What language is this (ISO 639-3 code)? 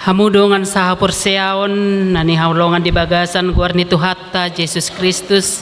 bbc